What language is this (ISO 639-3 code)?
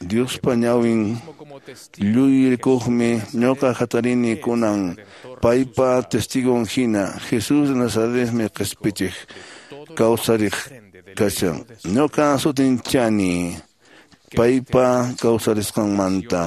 que